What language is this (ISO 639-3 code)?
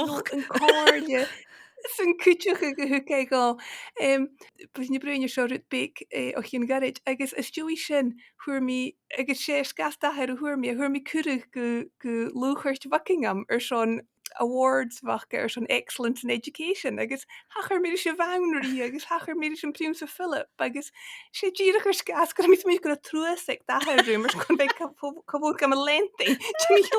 gla